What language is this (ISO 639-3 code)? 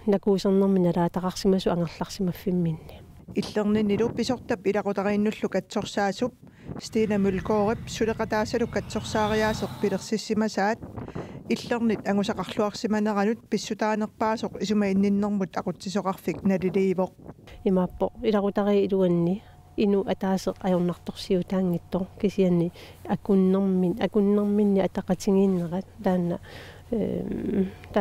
kal